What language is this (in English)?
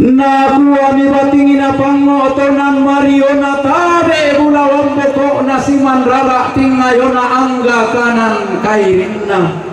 Toraja-Sa'dan